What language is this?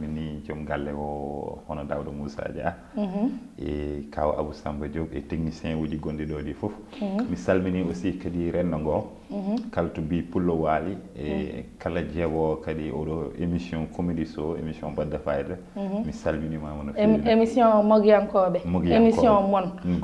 Fula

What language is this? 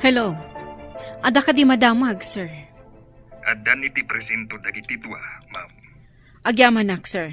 Iloko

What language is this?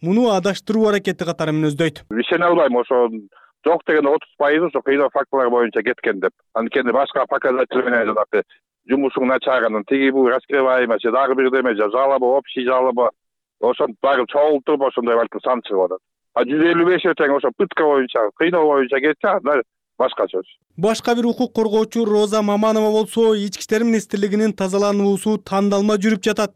Kyrgyz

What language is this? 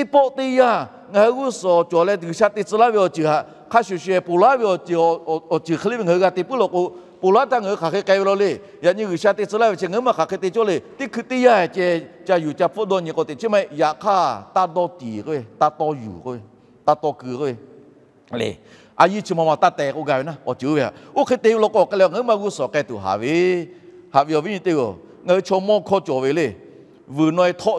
Lahu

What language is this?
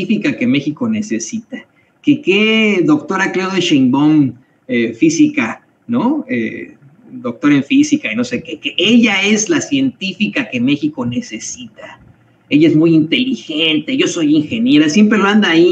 Spanish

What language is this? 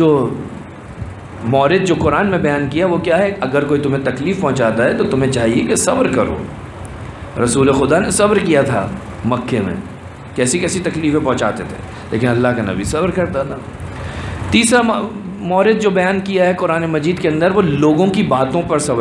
Urdu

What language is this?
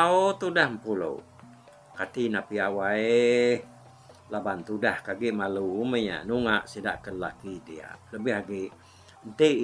Iban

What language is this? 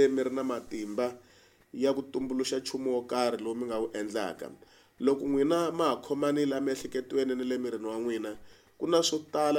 Tsonga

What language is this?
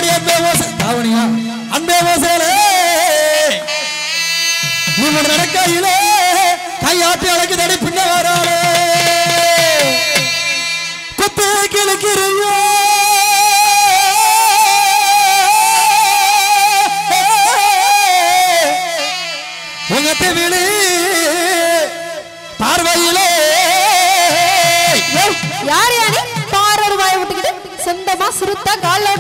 Tamil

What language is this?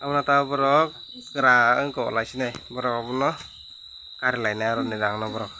Kok Borok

